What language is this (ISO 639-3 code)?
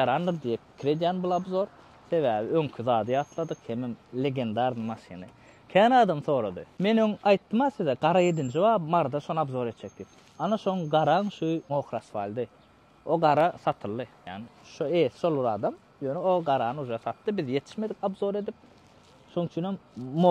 tuk